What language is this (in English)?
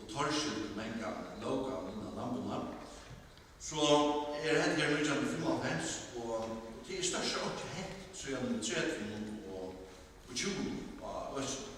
Faroese